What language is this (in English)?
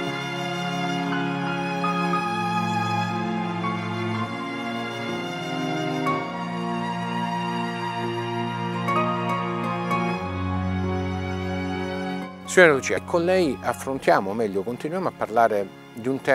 Italian